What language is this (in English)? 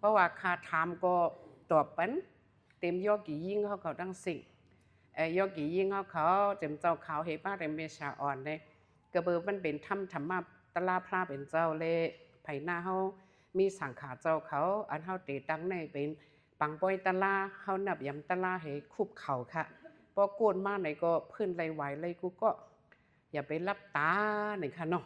Shan